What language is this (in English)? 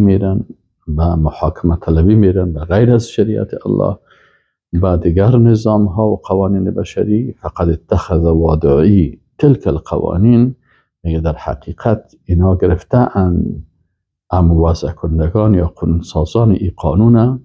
Persian